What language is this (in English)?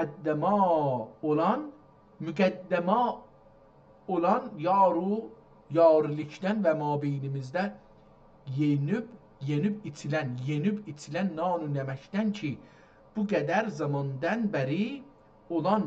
South Azerbaijani